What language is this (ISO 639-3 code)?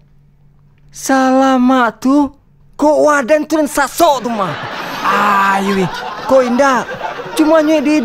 min